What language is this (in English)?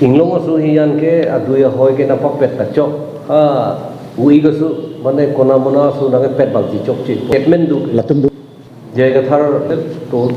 Karbi